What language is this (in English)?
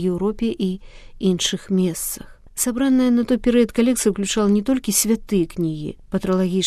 Belarusian